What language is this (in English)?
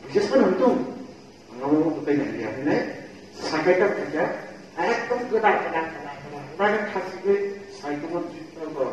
Kok Borok